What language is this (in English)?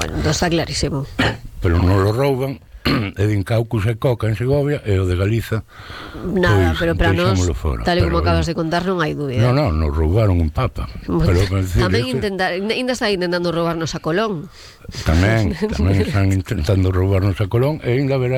Galician